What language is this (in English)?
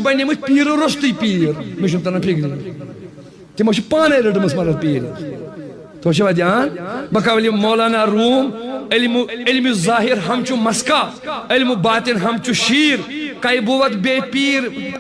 Kashmiri